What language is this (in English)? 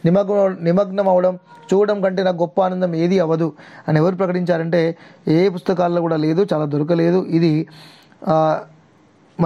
Telugu